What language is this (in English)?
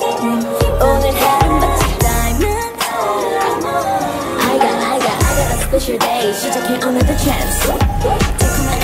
Korean